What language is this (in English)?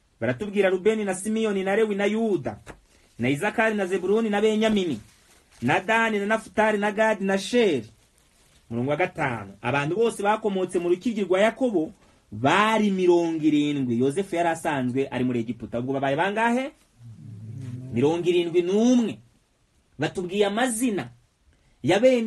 Kinyarwanda